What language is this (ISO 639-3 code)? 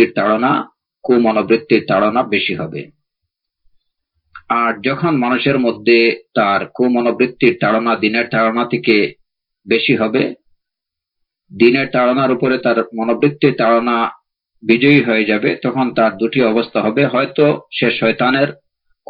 ben